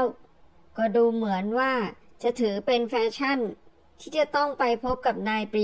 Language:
Thai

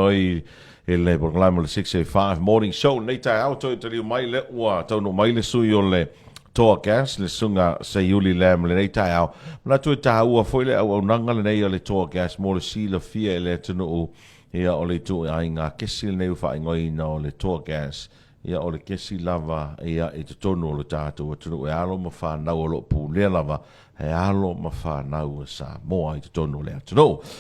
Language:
Samoan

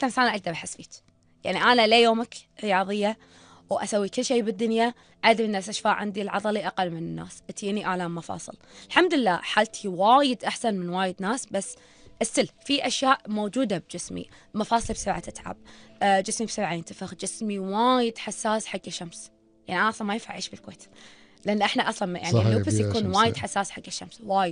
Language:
Gulf Arabic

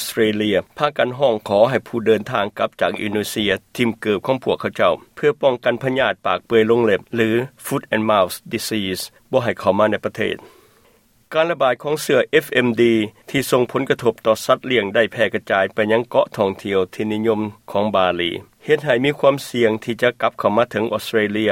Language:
Lao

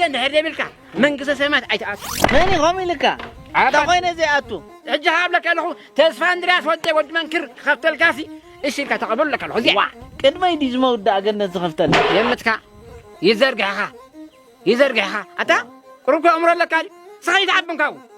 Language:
Tigrinya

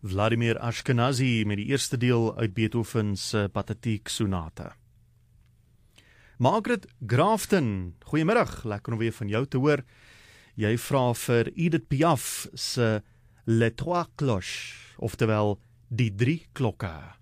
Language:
Afrikaans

